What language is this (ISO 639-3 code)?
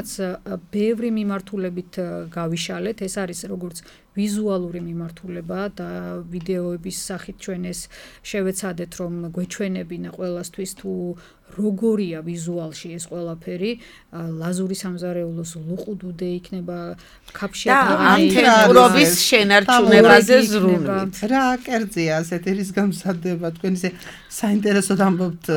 kat